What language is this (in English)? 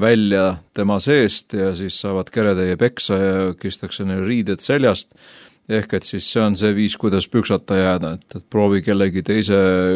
Estonian